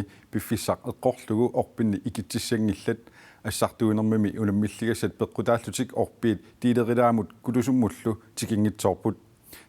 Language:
Kalaallisut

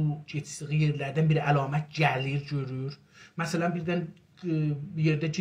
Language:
South Azerbaijani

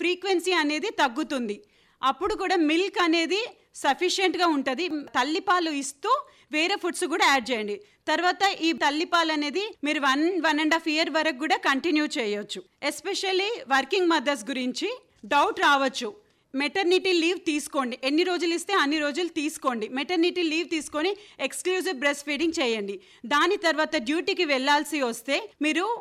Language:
Telugu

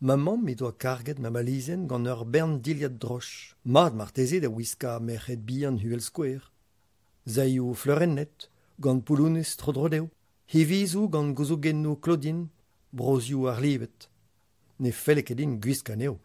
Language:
Breton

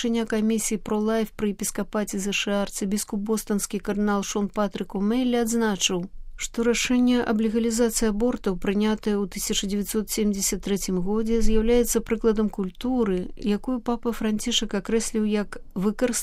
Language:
Belarusian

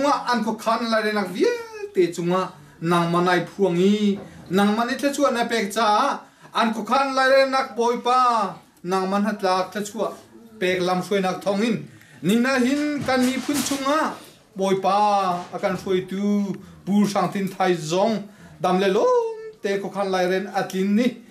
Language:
Hakha Chin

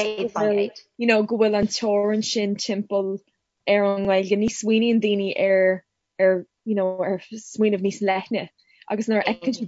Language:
Irish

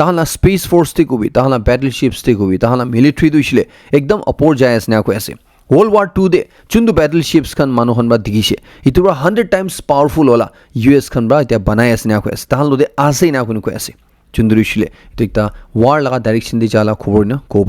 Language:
Naga Pidgin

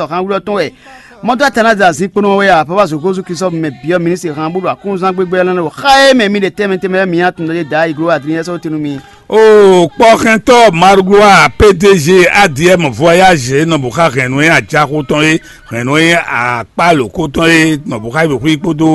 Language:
Fon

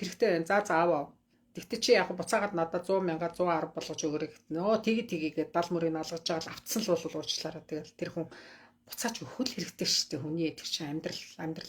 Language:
Mongolian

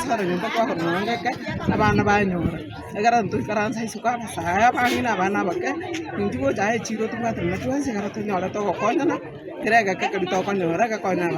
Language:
Gusii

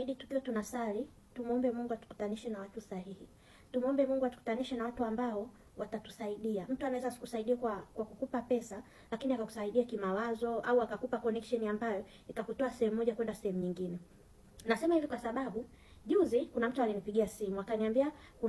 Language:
Swahili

